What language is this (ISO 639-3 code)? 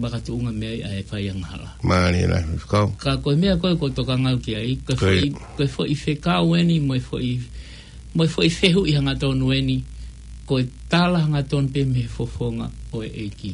ton